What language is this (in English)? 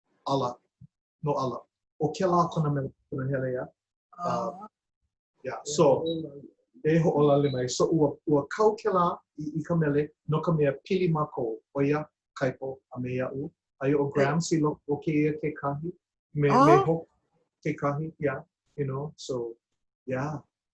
Hawaiian